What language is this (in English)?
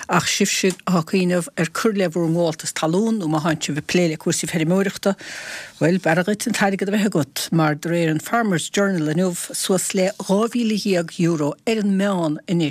Irish